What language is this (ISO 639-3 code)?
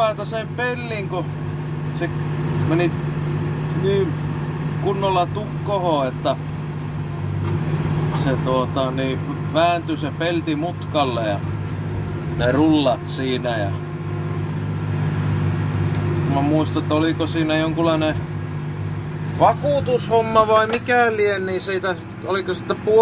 fin